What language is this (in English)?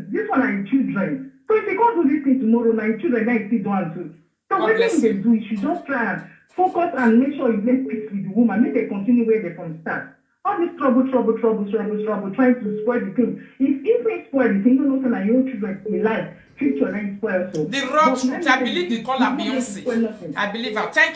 Nigerian Pidgin